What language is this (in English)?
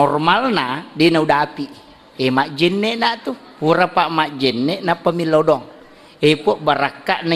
Buginese